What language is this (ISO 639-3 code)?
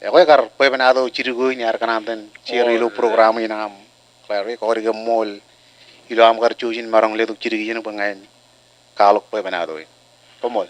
mah